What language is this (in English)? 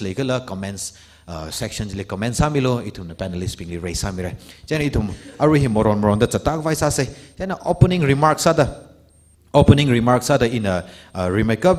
Tangkhul Naga (India)